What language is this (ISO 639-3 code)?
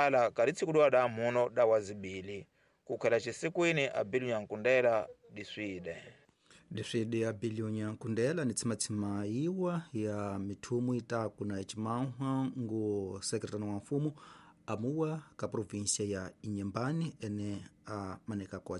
tso